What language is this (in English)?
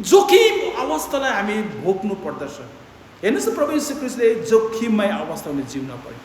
Nepali